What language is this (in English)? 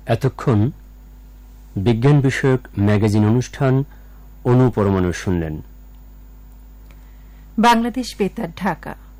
Bangla